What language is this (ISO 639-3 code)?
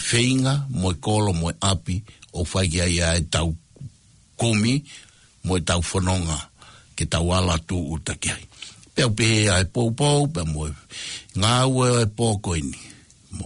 ton